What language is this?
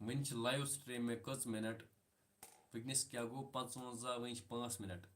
Kashmiri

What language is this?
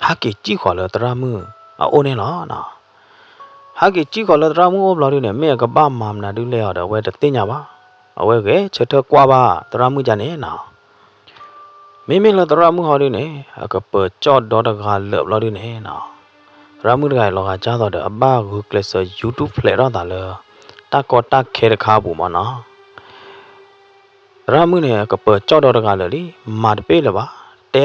S'gaw Karen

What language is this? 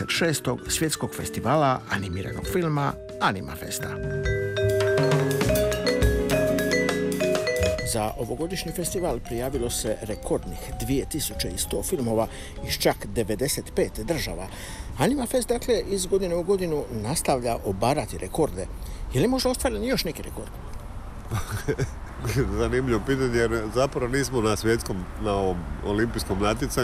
Croatian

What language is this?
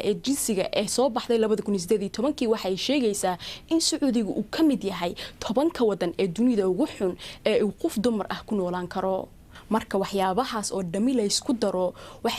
Somali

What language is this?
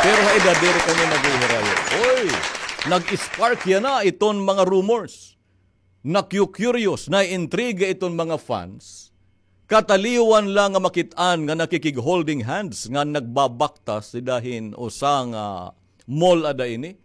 Waray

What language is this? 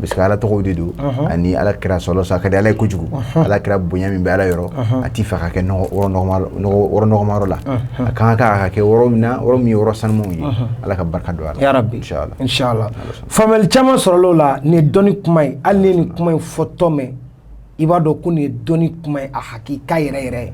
Bambara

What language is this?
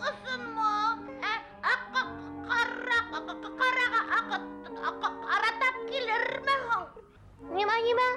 Bashkir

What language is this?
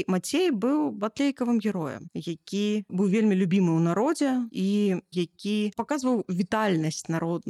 Belarusian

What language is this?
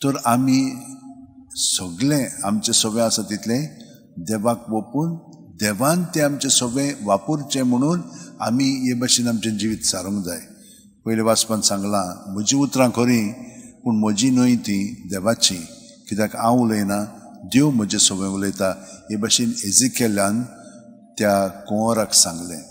Konkani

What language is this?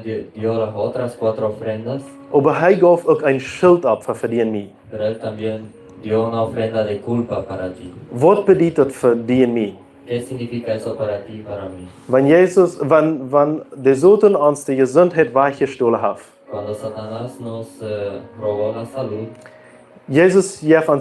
Plautdietsch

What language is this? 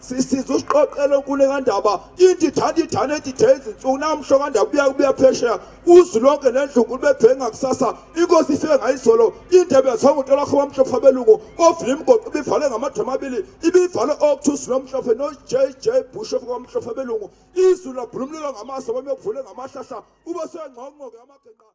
Zulu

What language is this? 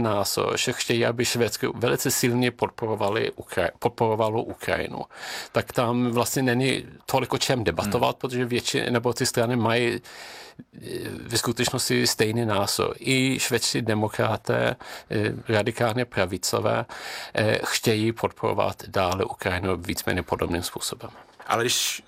Czech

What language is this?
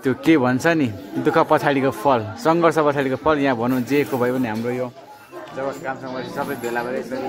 Nepali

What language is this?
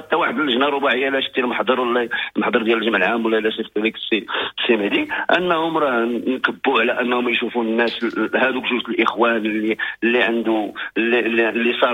Moroccan Arabic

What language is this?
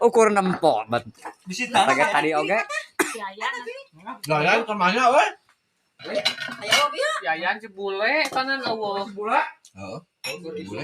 Sundanese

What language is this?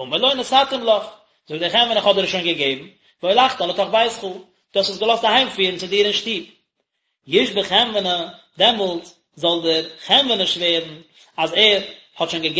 Yiddish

